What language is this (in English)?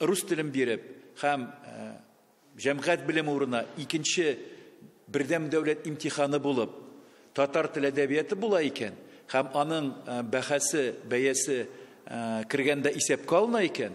Tatar